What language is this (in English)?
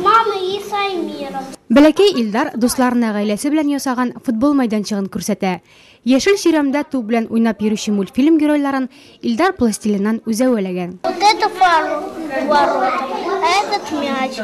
Tatar